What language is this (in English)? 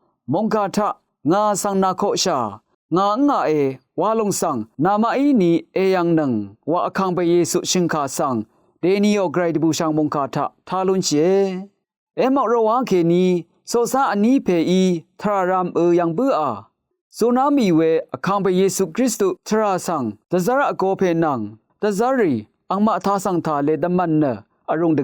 Rawang